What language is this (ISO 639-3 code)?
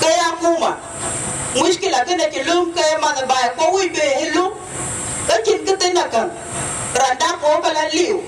din